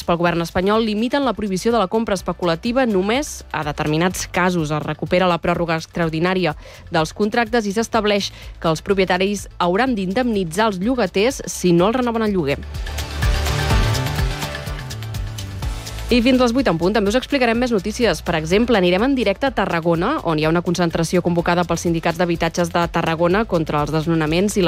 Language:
Catalan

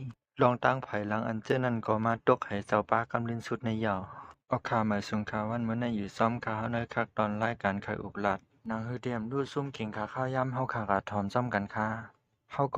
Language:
Shan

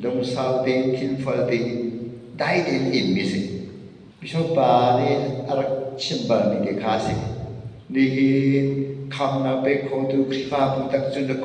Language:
Hakha Chin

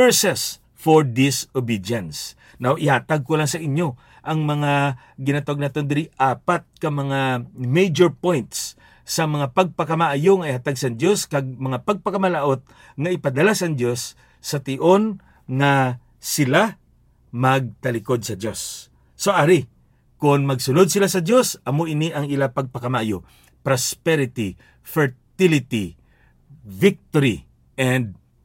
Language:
Hiligaynon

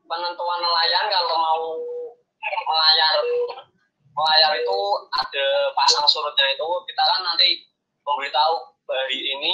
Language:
Indonesian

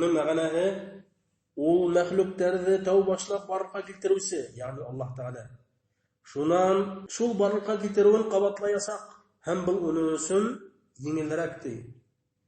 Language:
Bashkir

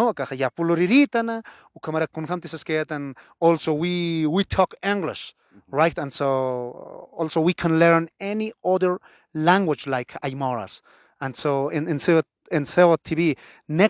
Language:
Aymara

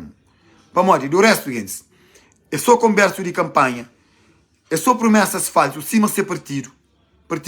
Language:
Kabuverdianu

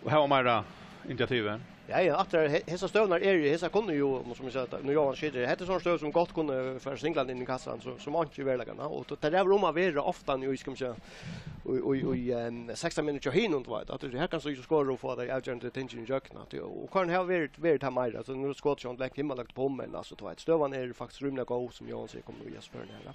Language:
Faroese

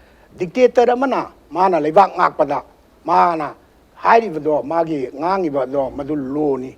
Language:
Manipuri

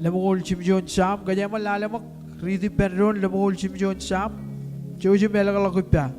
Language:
Marshallese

